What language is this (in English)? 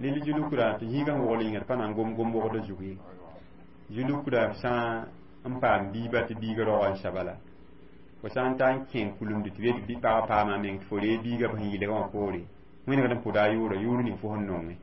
Mossi